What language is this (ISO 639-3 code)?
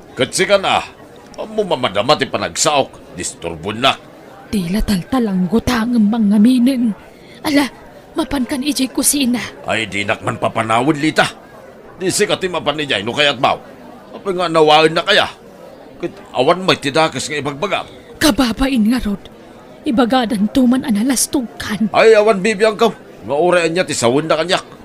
ilo